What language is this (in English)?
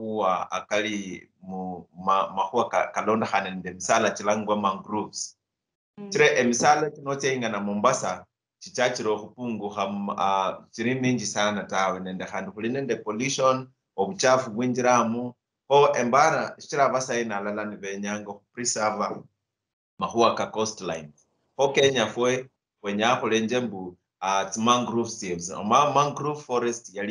Luyia